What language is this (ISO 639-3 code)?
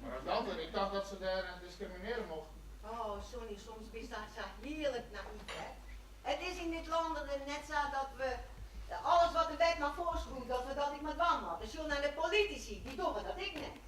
fry